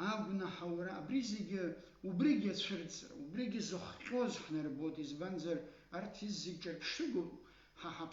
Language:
Abkhazian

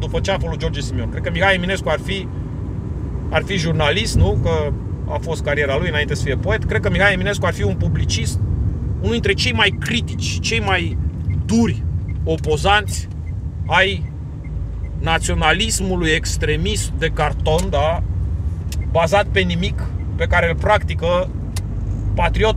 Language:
Romanian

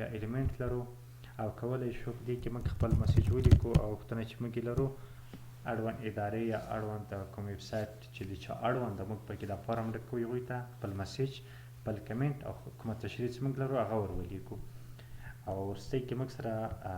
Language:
Pashto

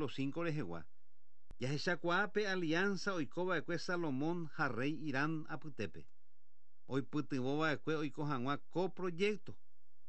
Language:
Guarani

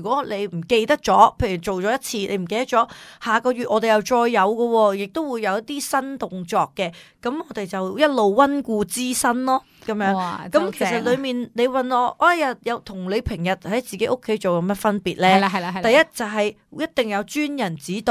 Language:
Cantonese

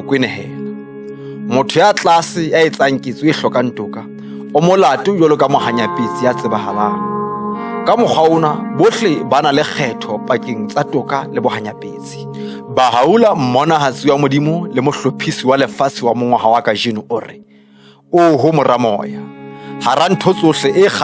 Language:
Southern Sotho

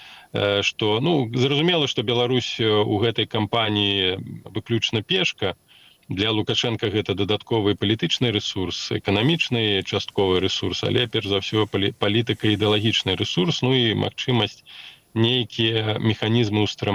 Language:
Belarusian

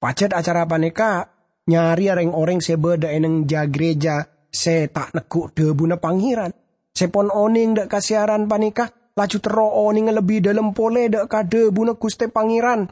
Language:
Madurese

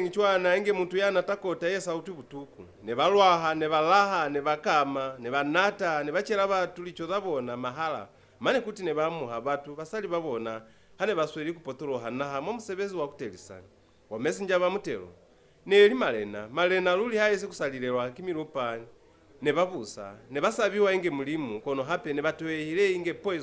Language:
Lozi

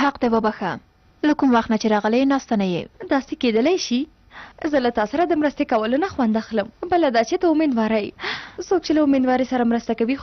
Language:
Pashto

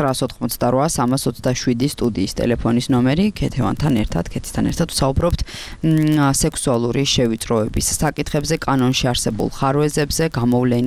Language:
Georgian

